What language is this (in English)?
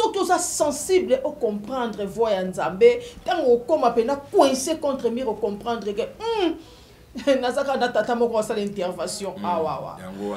Lingala